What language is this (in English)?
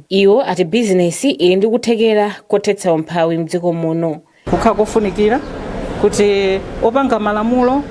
Nyanja